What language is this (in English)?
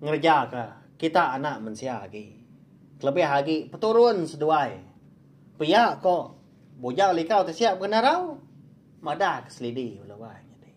Iban